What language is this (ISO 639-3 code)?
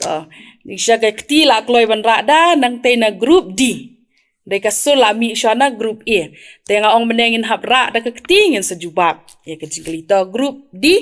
kha